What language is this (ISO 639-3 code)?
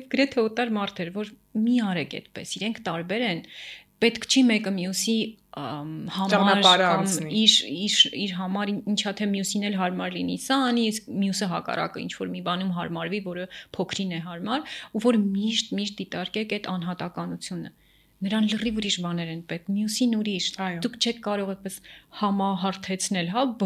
hye